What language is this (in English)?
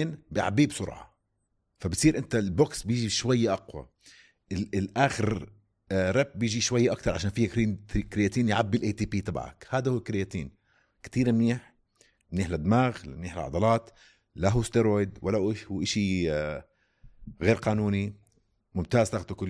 North Levantine Arabic